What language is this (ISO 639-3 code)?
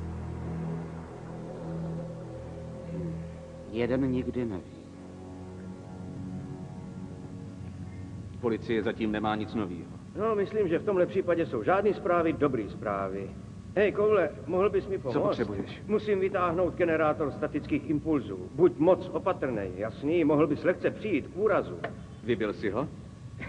ces